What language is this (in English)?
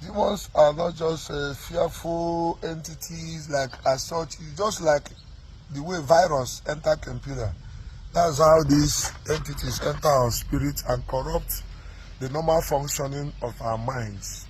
Igbo